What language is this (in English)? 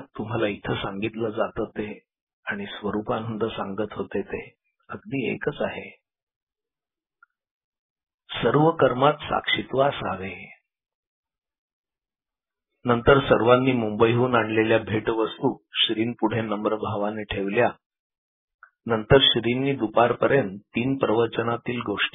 Marathi